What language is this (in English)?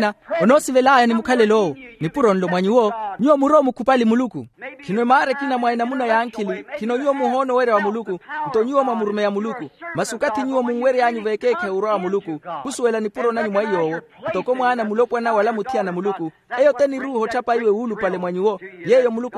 Makhuwa